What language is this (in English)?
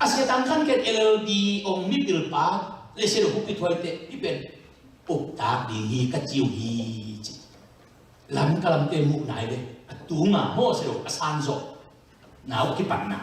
Tedim Chin